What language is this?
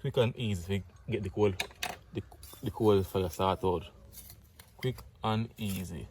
Jamaican Creole English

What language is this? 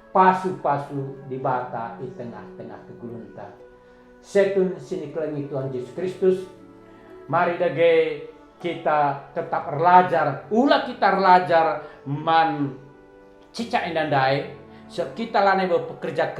Batak Karo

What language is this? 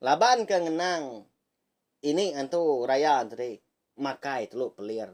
Iban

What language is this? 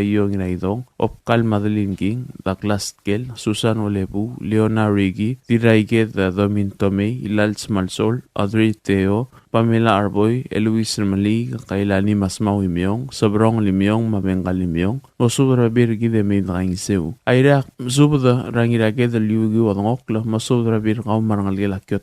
Palauan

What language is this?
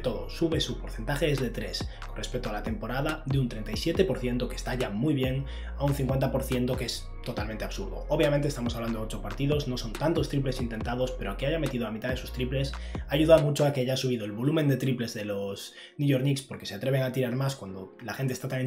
Spanish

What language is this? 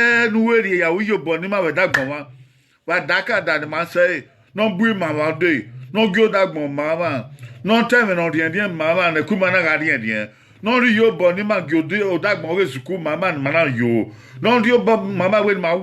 Bini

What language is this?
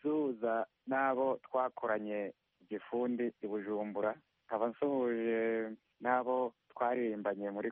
Kinyarwanda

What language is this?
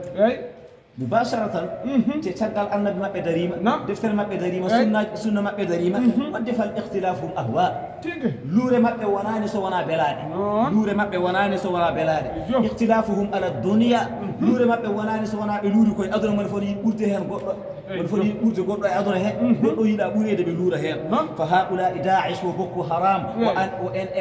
Fula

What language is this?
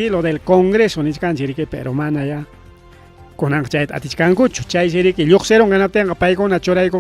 Ayacucho Quechua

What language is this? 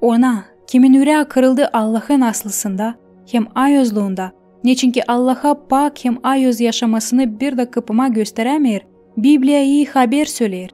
Gagauz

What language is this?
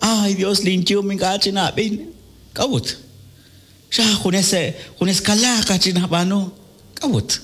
Kekchí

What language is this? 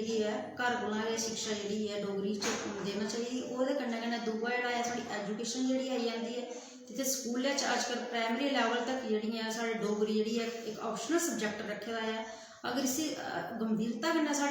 Dogri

